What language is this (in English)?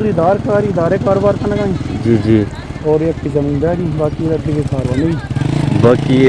Eastern Balochi